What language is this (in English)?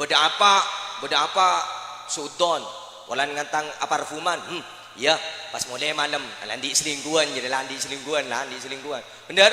Madurese